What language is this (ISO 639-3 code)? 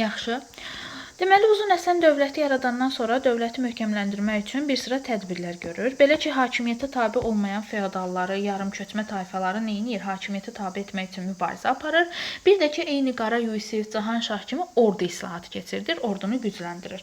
aze